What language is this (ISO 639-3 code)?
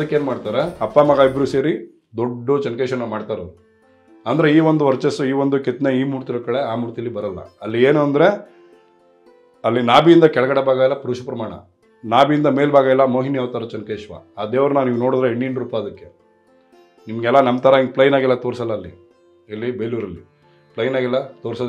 kan